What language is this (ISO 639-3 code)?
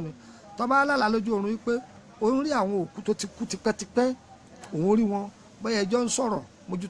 yor